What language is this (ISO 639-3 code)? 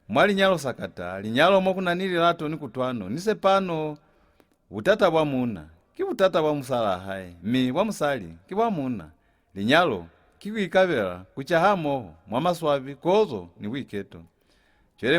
loz